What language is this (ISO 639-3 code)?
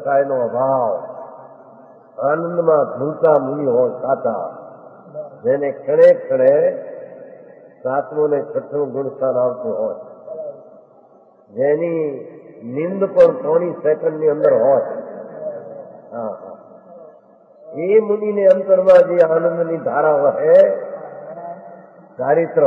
guj